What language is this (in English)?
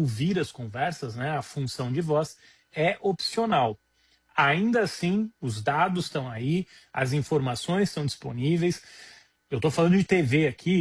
Portuguese